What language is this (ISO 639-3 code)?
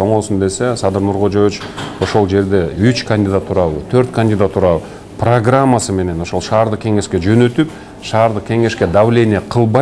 kir